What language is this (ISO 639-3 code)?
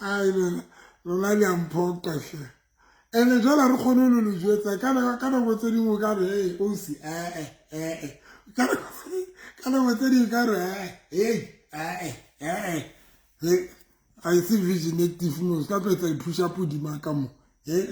sot